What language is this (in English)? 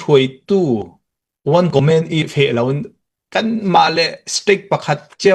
Falam Chin